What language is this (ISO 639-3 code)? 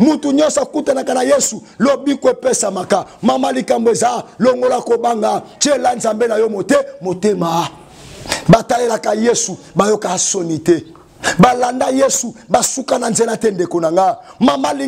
lin